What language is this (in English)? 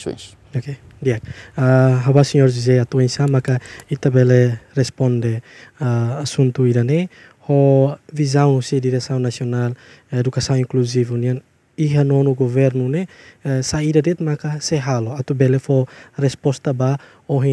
Tetum